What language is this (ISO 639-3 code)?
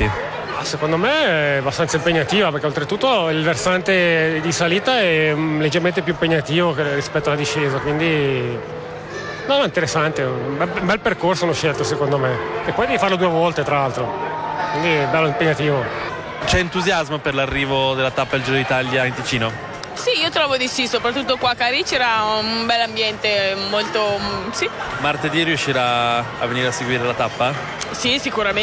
ita